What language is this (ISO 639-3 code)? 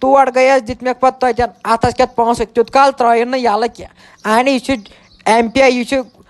kas